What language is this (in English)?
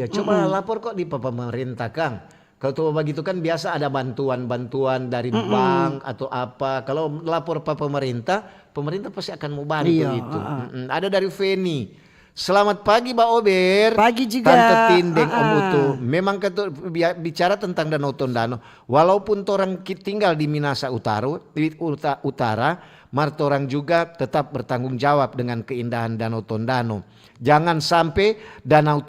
Manado Malay